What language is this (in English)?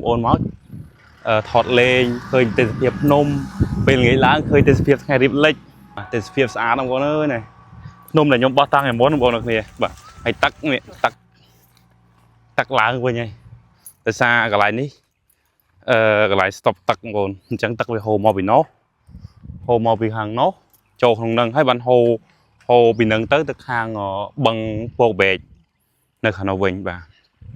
Khmer